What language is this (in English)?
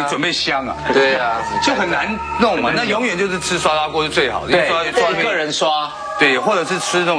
Chinese